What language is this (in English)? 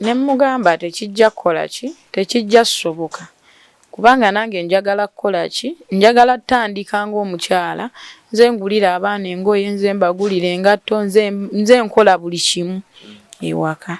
Ganda